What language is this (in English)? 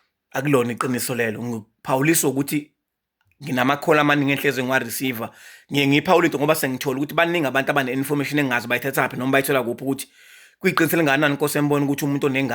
Zulu